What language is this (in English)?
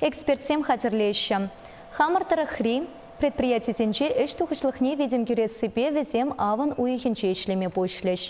Chuvash